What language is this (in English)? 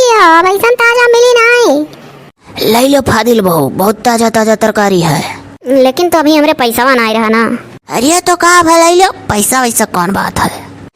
Awadhi